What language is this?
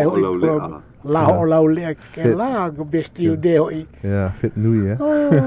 Hawaiian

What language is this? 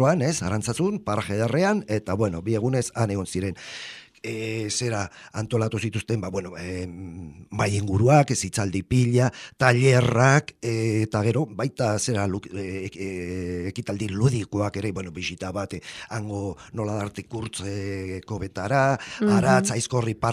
Basque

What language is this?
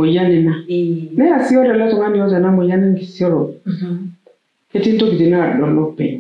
Masai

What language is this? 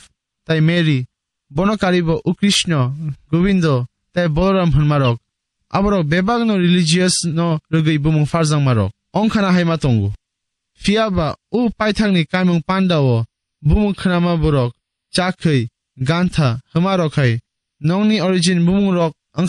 Kok Borok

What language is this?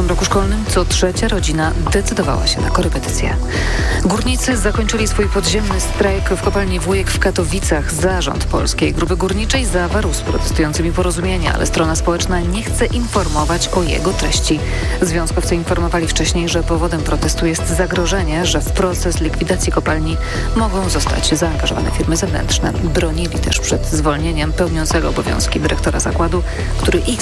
Polish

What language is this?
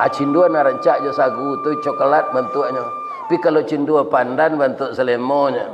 Minangkabau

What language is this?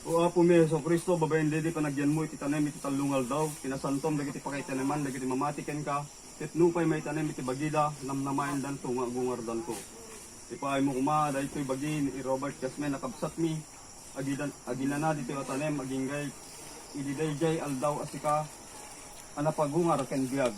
Iloko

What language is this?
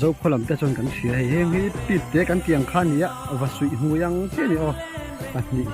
Mizo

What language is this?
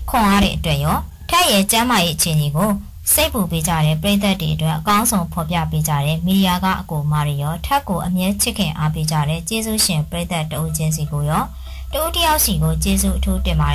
Burmese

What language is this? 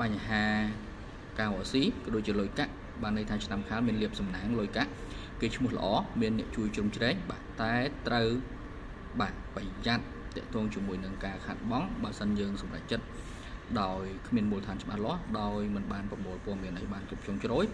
Khmer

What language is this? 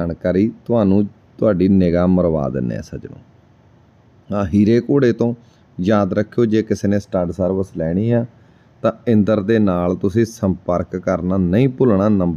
Punjabi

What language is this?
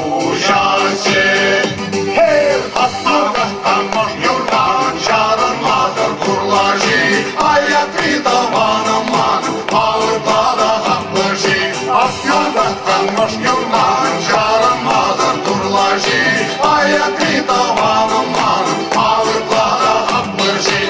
Chuvash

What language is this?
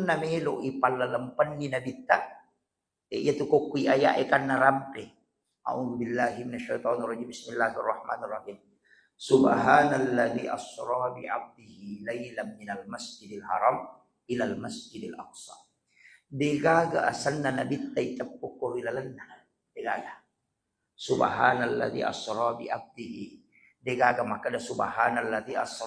Buginese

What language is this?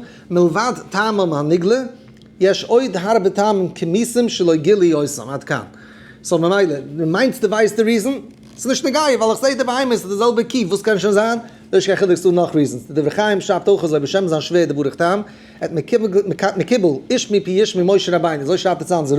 Yiddish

